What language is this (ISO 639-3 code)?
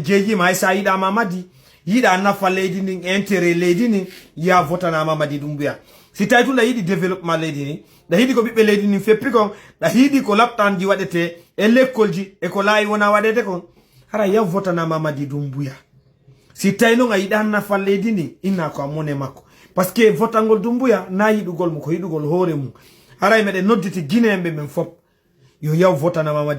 ful